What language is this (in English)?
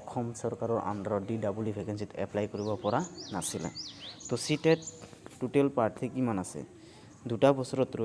Assamese